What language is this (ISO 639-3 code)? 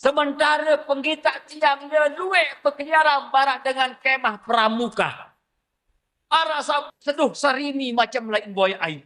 sas